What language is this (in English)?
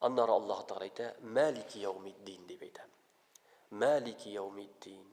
Tatar